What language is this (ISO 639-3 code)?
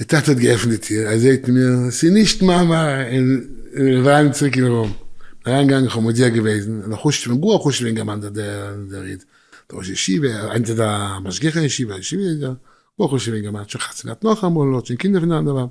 yid